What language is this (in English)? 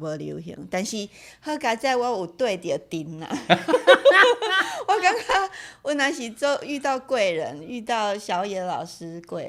Min Nan Chinese